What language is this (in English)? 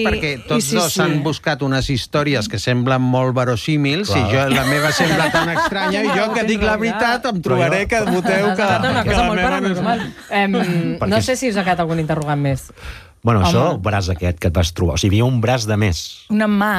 Catalan